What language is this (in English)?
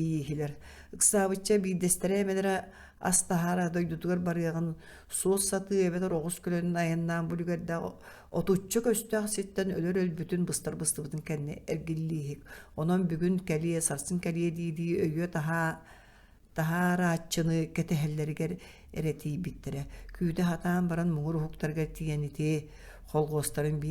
Yakut